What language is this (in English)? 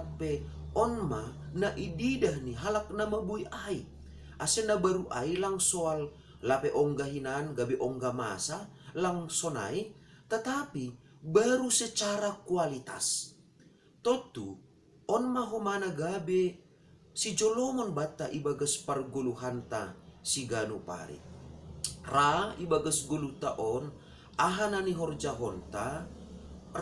Batak Simalungun